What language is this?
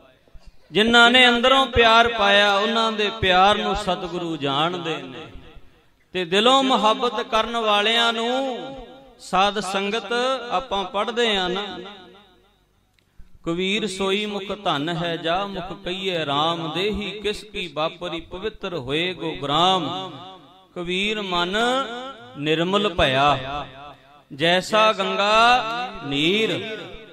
Punjabi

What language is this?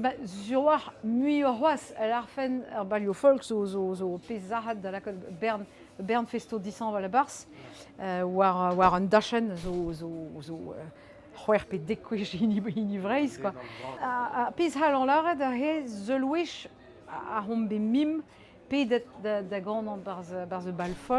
Breton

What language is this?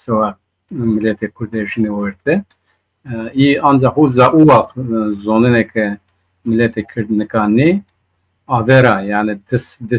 Zaza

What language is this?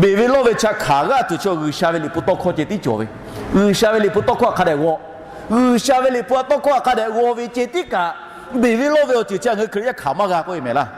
Lahu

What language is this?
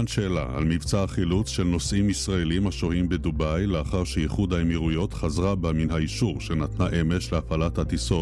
Hebrew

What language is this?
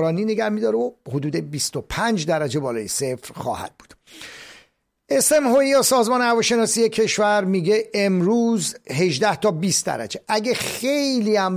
Persian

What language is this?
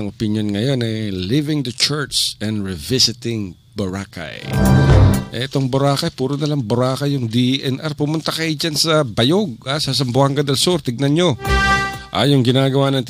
Filipino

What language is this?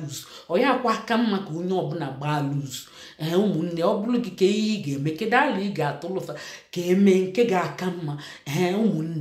Igbo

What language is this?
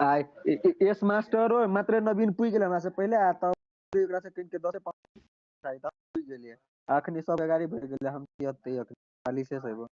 Maithili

